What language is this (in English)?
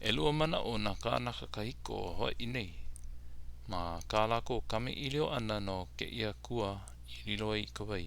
Hawaiian